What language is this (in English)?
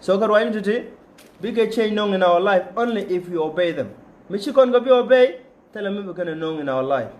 Nuer